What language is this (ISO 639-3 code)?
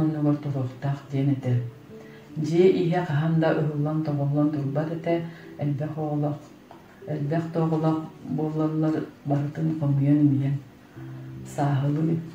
sah